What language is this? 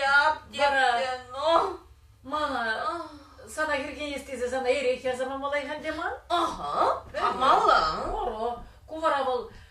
Chuvash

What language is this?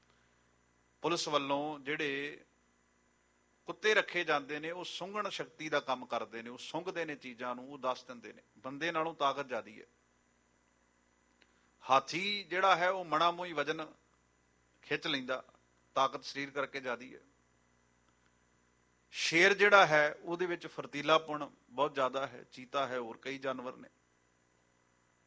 Punjabi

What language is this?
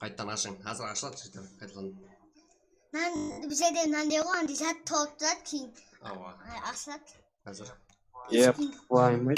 Kara-Kalpak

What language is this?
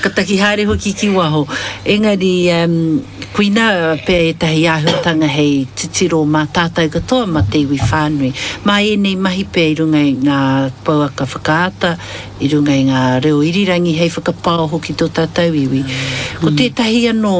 Māori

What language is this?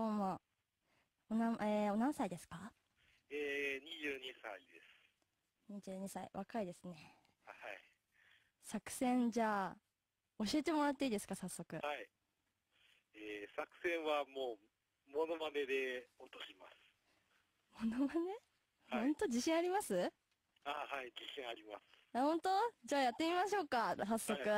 Japanese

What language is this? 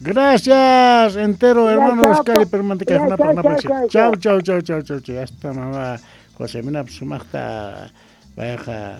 South Bolivian Quechua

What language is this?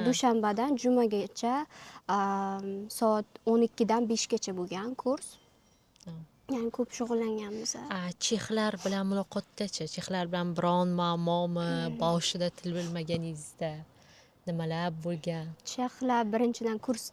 Uzbek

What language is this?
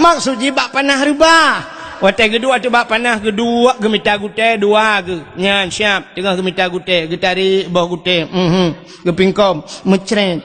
Achinese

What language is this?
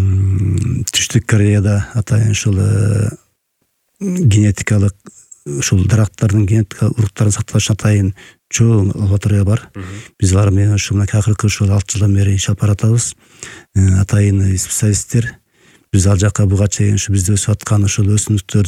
Kyrgyz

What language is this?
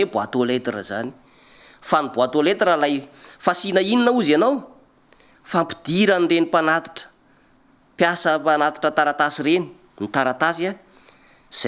Malagasy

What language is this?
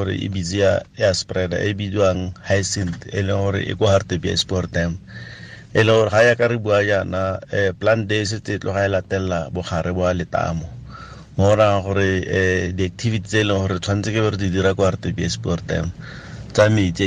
Tswana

